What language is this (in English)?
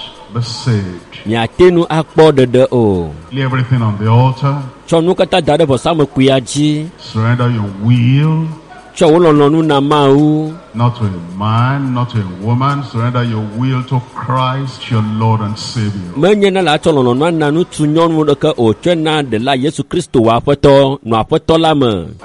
Ewe